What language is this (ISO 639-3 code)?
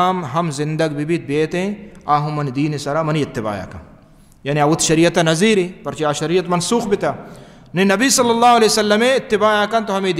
bal